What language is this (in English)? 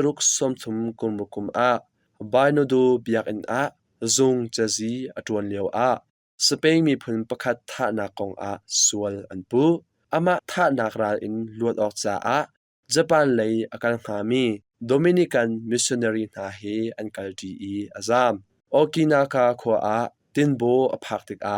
Hakha Chin